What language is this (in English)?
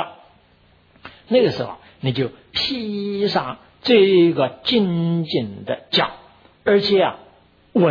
Chinese